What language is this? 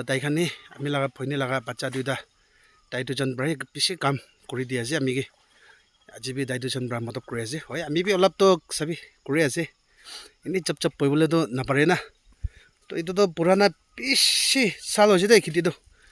Naga Pidgin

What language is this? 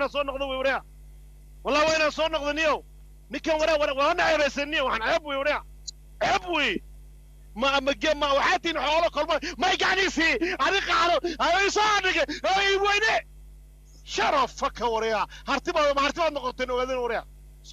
Somali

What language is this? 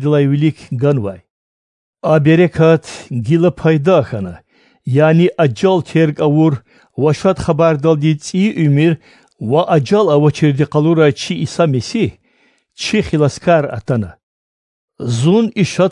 Lezghian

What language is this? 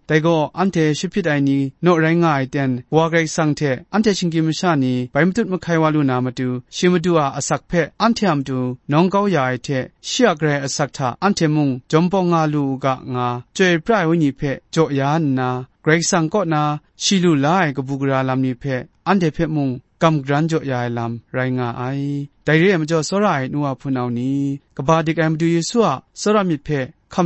Kachin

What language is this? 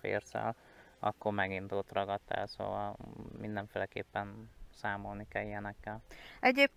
Hungarian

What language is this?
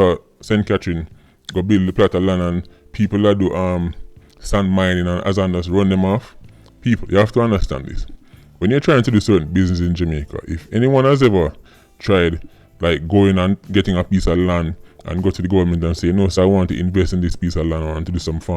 Jamaican Creole English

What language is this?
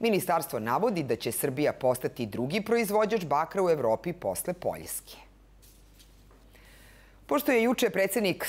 Serbian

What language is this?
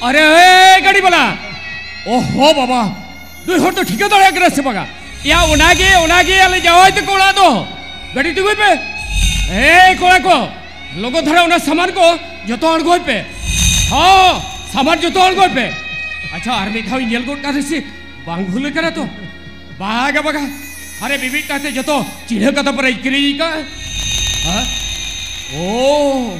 Santali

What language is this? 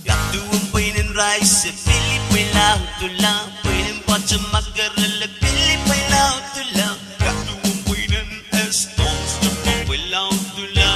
Pohnpeian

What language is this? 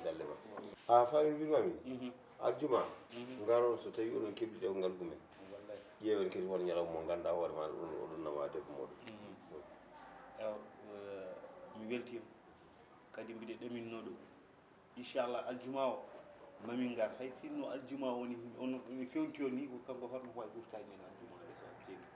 Fula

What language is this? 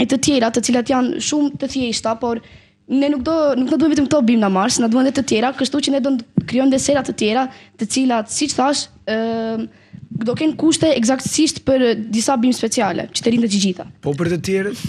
Albanian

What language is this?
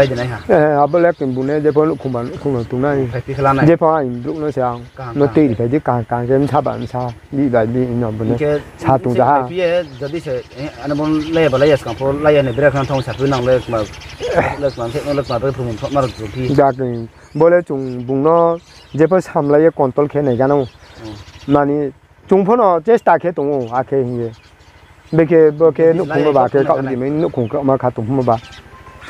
Riang (India)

